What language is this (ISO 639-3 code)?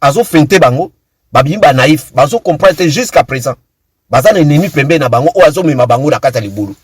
lin